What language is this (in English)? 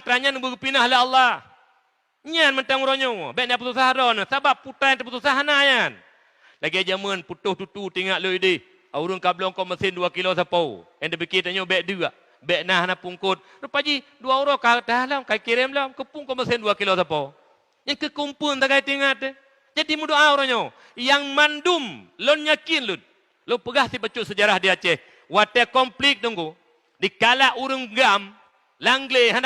Achinese